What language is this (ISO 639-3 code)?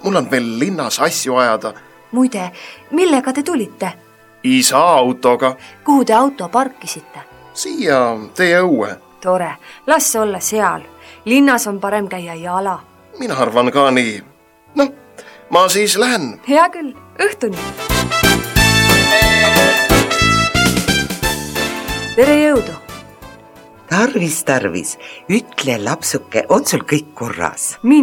est